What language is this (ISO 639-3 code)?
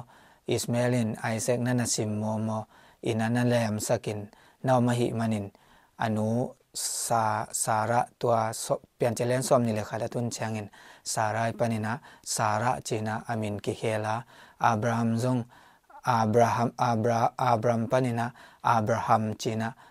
ctd